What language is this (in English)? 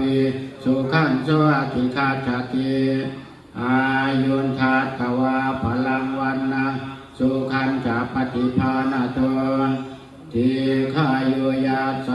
Pali